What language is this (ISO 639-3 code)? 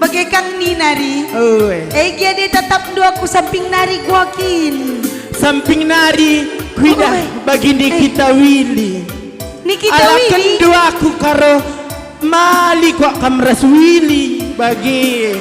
btx